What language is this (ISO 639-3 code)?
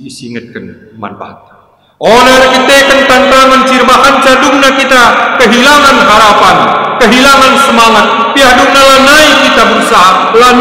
btx